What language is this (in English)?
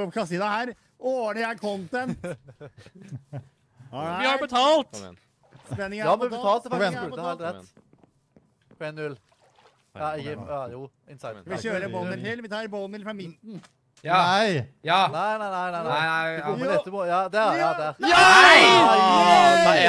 Norwegian